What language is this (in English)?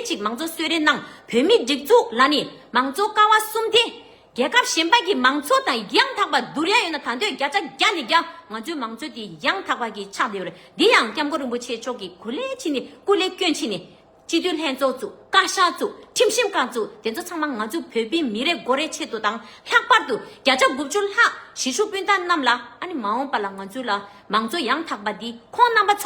Tibetan